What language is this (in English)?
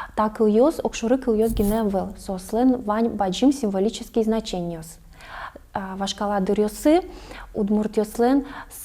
Udmurt